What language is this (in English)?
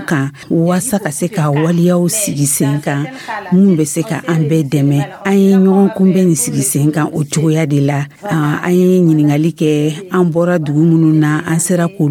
Dyula